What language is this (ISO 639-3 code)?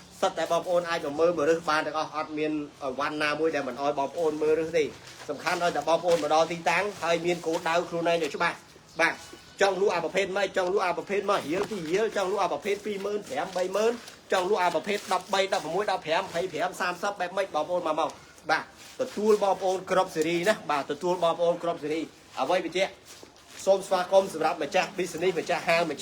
khm